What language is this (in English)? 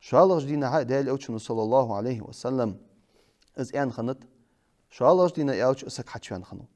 Ingush